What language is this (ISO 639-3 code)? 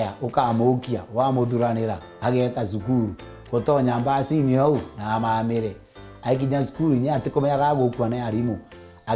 mer